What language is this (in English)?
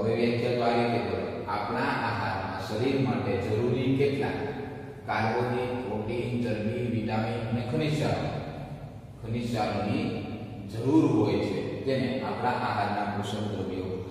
Gujarati